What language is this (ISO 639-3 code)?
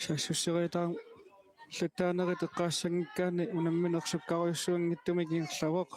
kal